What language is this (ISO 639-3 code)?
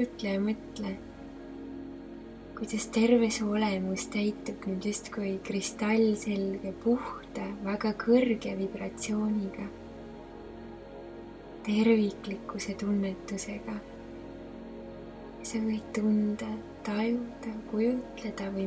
est